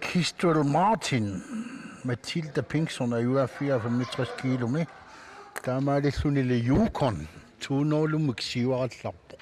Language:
Kalaallisut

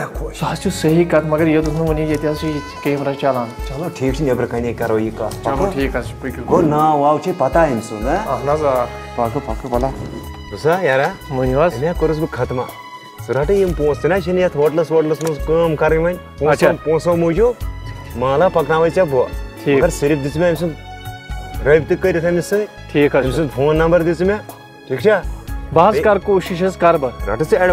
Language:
Kashmiri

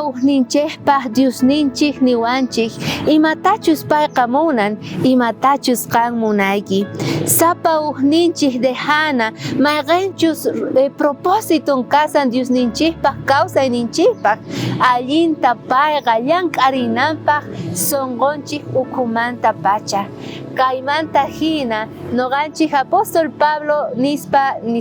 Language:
South Bolivian Quechua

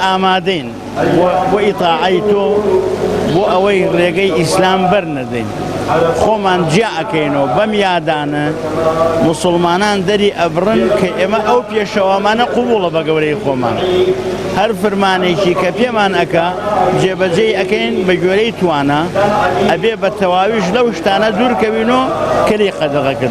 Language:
Central Kurdish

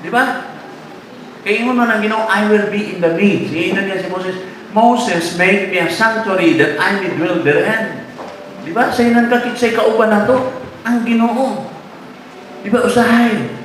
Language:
Cebuano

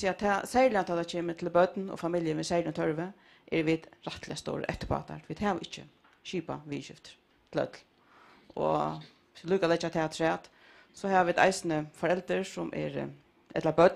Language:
Faroese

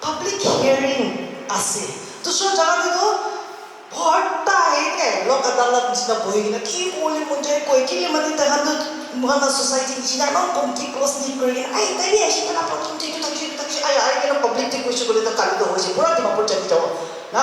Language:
Naga Pidgin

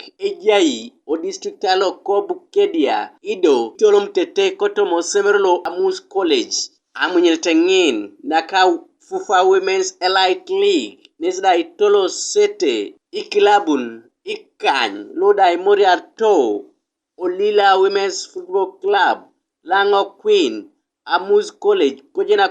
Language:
Teso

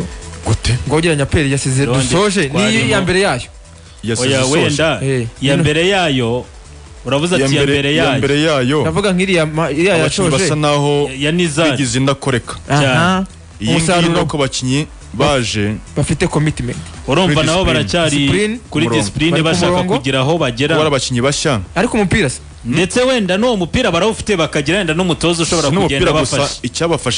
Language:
Kinyarwanda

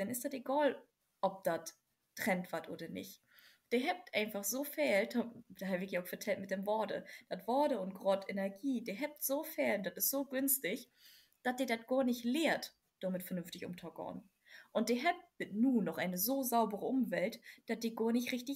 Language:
Low German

